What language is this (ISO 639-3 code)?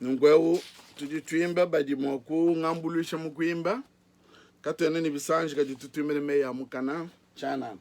lua